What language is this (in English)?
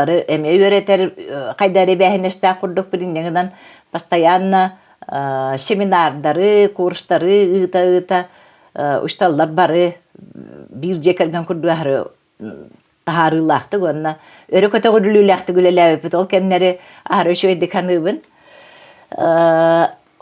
Yakut